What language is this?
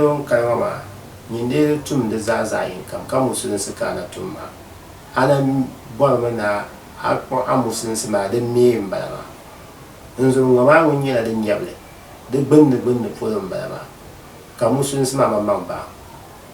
Dagbani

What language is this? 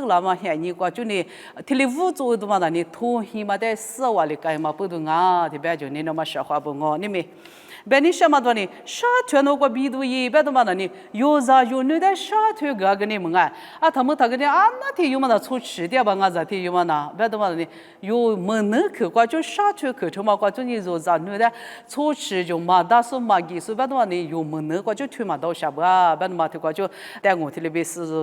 Lisu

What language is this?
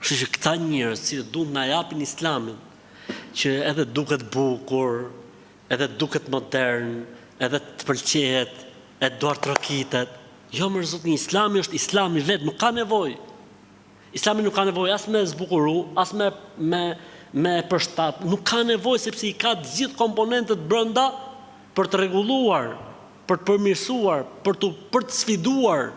Albanian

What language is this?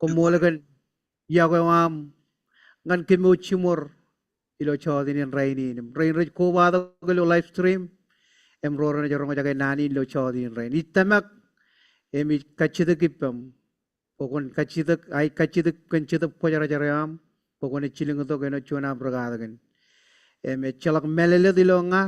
Marshallese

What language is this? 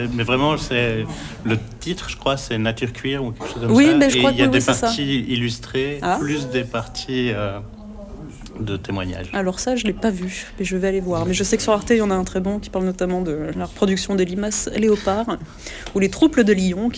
French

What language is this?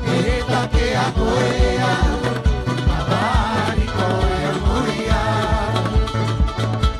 Rapanui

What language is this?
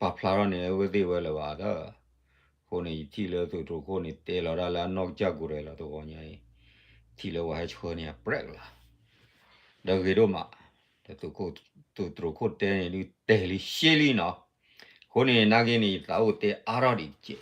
S'gaw Karen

